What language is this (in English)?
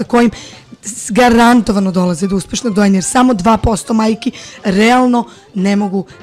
Serbian